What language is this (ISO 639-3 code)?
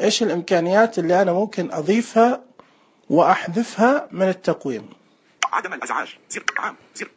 ars